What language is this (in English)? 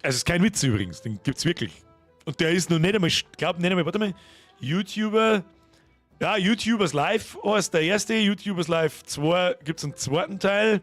Bavarian